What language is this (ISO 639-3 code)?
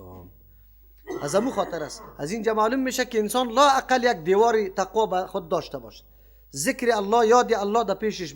fas